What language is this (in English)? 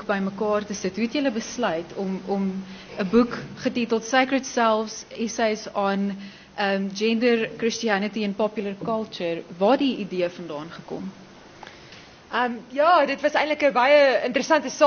Afrikaans